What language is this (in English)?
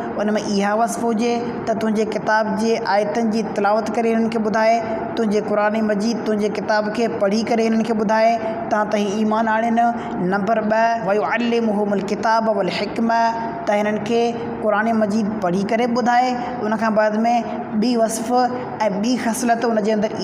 Sindhi